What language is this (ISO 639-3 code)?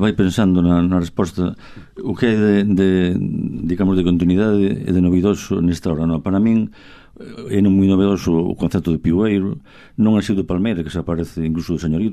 glg